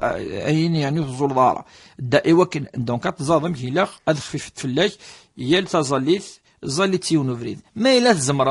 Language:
Kabyle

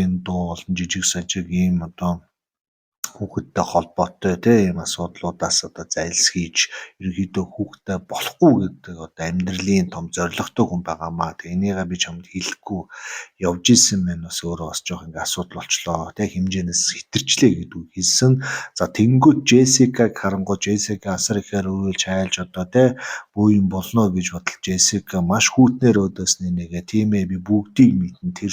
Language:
Mongolian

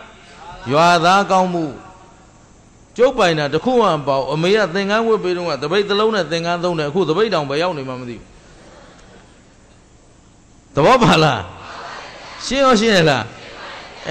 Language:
Burmese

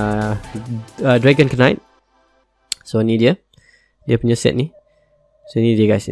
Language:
Malay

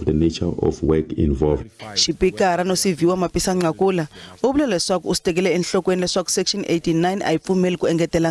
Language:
Tsonga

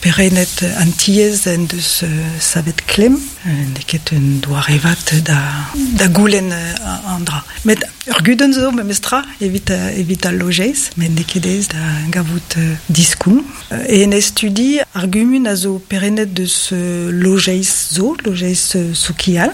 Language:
Breton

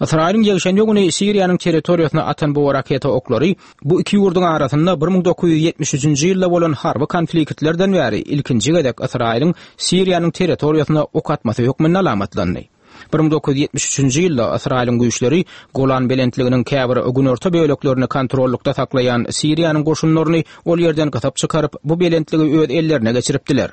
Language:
Turkmen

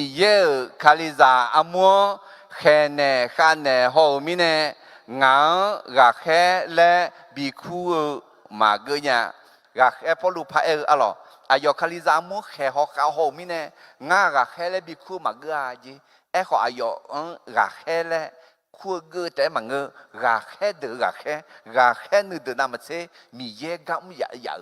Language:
Akha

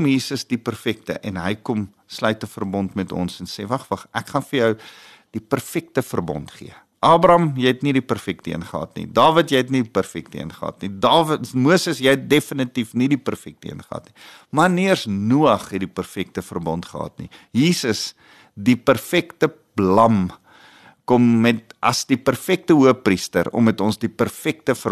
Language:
Afrikaans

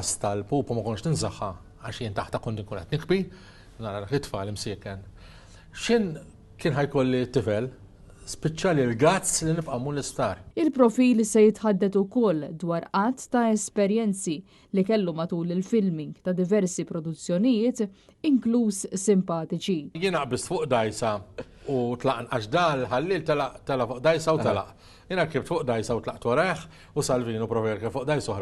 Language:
Maltese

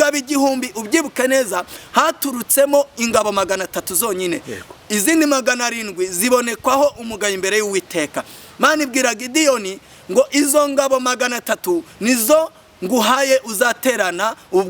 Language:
Kinyarwanda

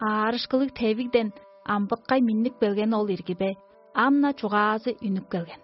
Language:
Tuvinian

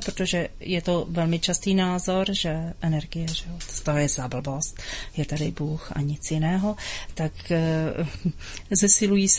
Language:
Czech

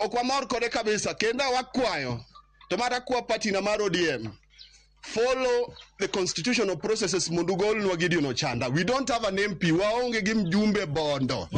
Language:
Luo (Kenya and Tanzania)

